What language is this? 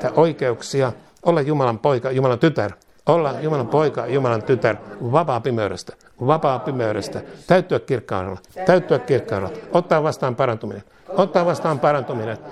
Finnish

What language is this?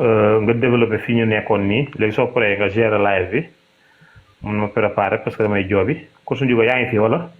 Wolof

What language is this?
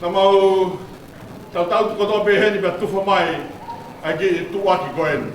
Tongan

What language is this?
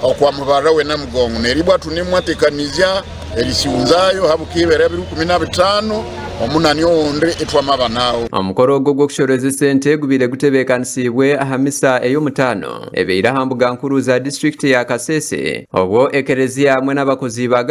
Nyankole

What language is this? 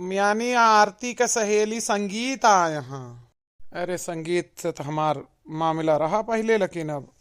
Awadhi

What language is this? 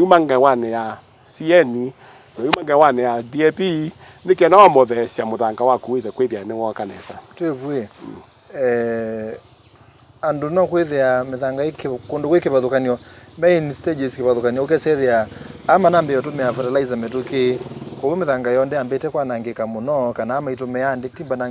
Kamba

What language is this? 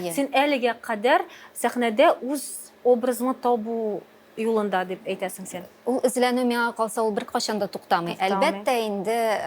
Tatar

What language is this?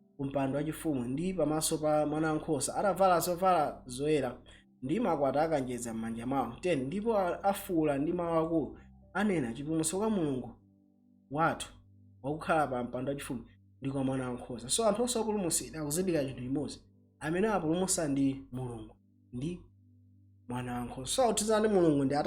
Nyanja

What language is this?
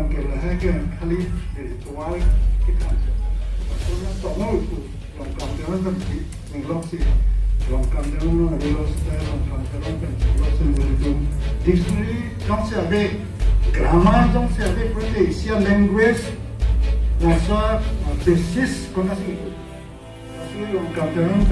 Karbi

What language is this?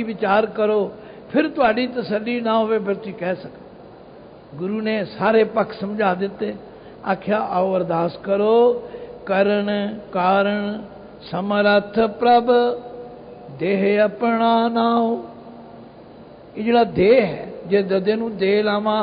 Punjabi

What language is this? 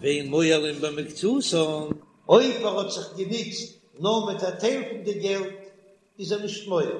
Yiddish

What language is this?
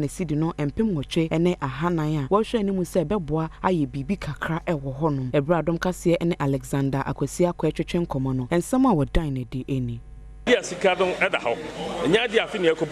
Akan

